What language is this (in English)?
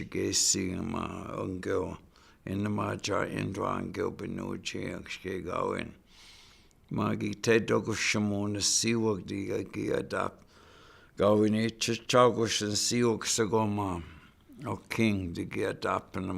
Chippewa